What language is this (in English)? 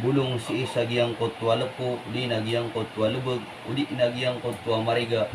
Maranao